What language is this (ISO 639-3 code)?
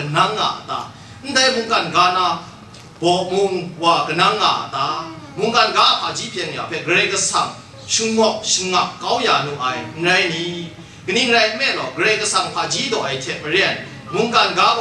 kac